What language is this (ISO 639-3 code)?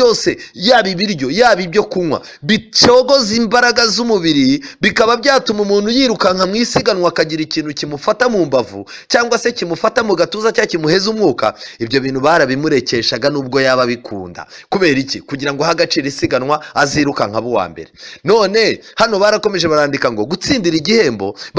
kin